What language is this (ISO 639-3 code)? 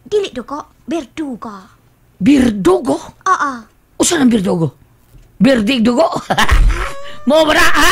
ceb